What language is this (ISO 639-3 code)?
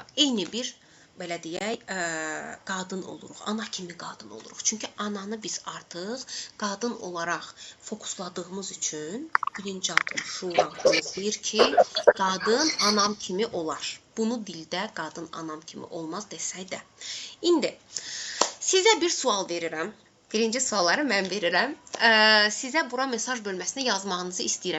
aze